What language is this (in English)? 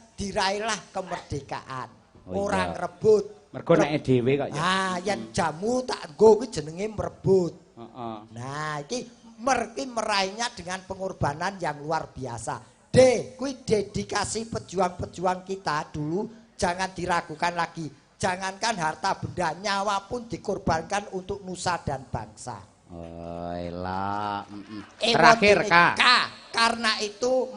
Javanese